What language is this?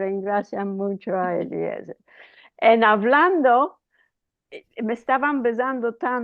Ladino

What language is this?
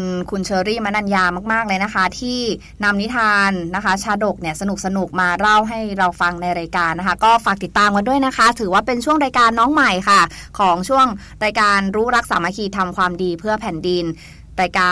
Thai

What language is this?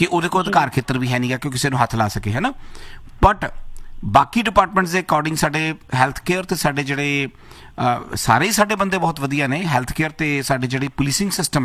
Punjabi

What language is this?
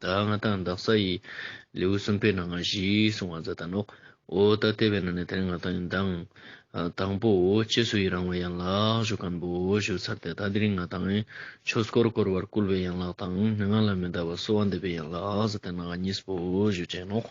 Ladakhi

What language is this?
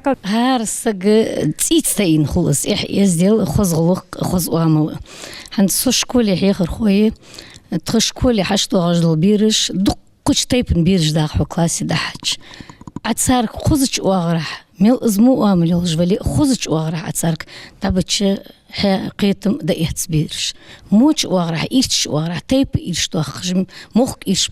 Ingush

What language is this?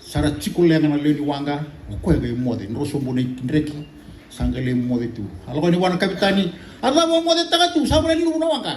Fijian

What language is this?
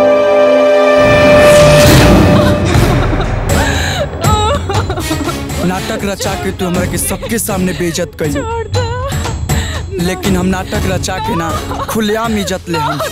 Bhojpuri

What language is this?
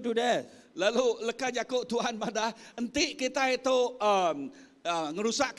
Iban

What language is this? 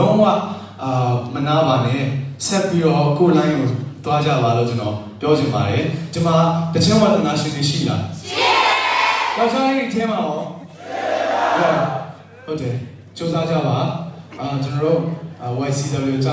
Burmese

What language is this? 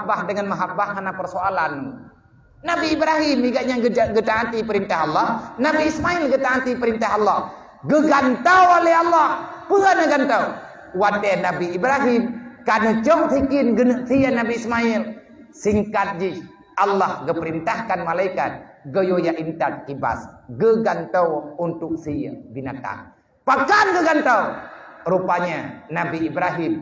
Achinese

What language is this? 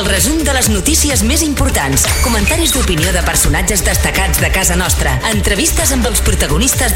Catalan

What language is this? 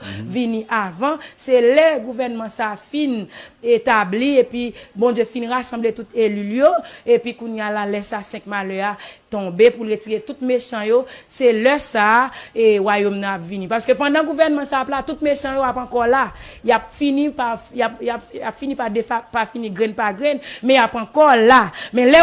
Haitian Creole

